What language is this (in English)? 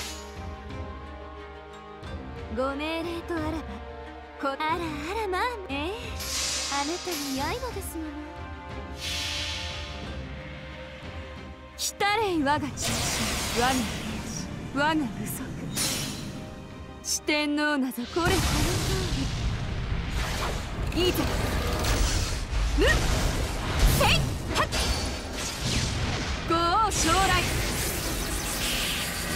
Japanese